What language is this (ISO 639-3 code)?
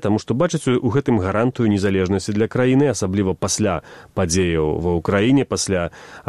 bel